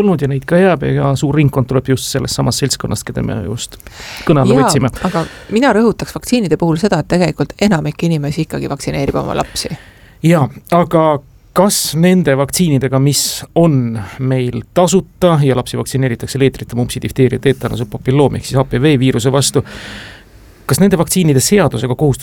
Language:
Estonian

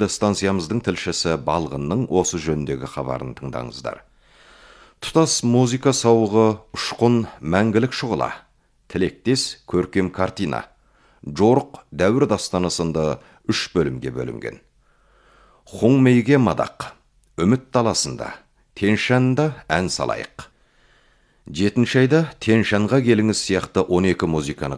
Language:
Kazakh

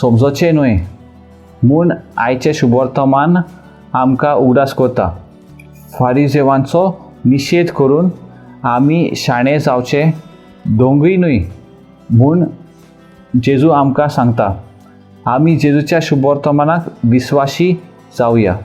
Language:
Konkani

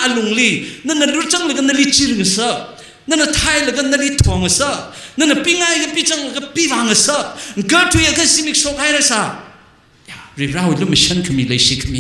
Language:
Tangkhul Naga (India)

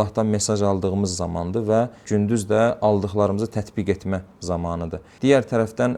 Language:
Azerbaijani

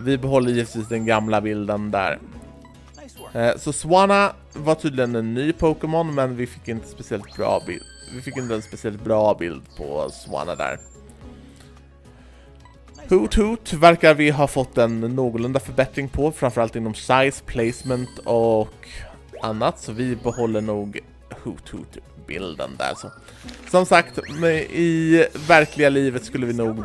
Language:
Swedish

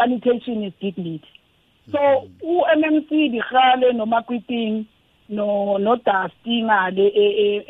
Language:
South Ndebele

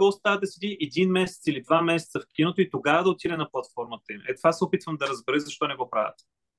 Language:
Bulgarian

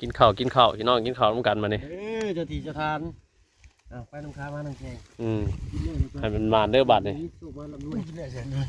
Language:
Northeastern Thai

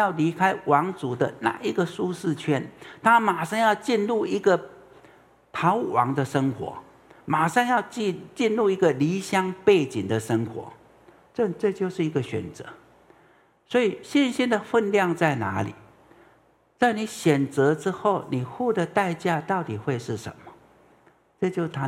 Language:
Chinese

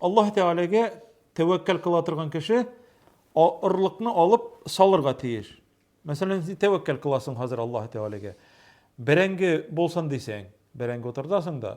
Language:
Tatar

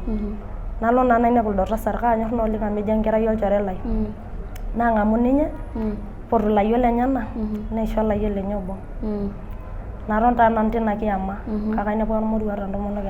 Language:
Masai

